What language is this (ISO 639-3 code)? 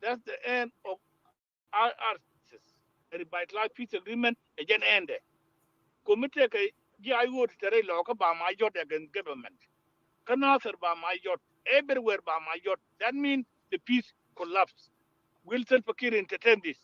nus